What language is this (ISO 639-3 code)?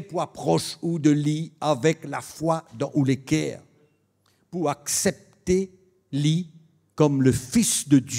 mfe